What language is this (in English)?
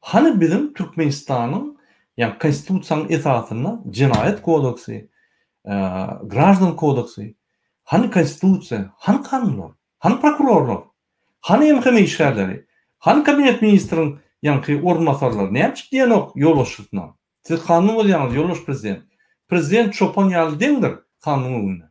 Turkmen